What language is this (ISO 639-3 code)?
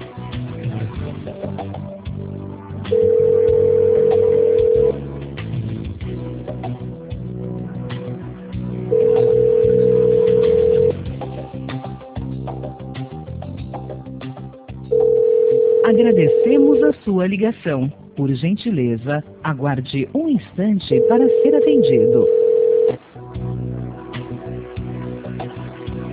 por